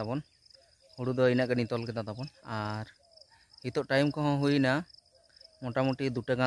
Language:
Santali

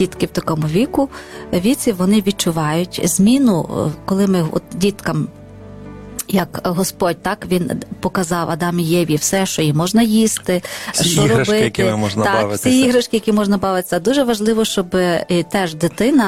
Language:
Ukrainian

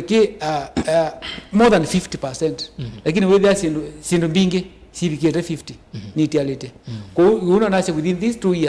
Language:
Kamba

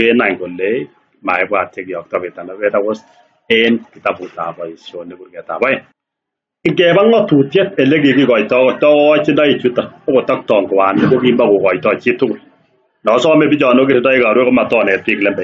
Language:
Kalenjin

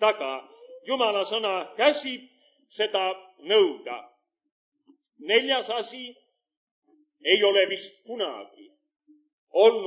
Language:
Estonian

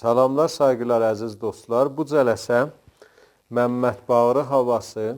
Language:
South Azerbaijani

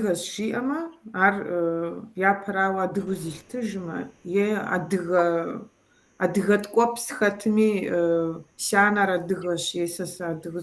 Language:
Kabardian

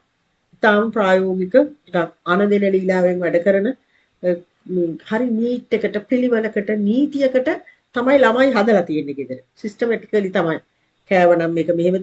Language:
Sinhala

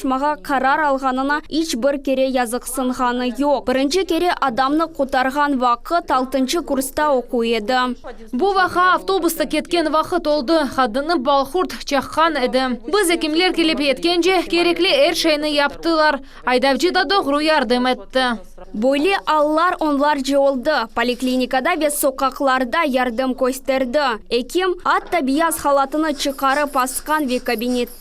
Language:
Crimean Tatar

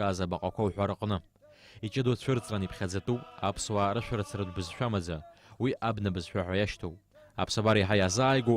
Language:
Abkhazian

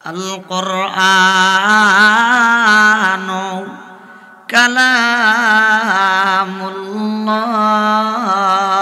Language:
Sylheti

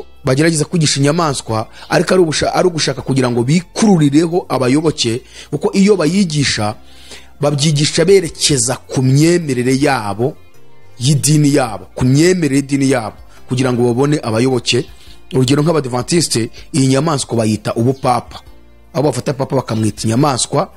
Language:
Kinyarwanda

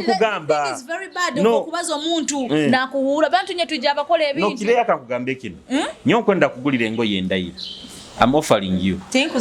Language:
Nyoro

